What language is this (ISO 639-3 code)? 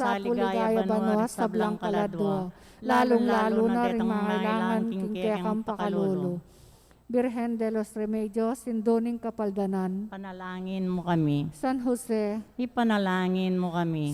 pam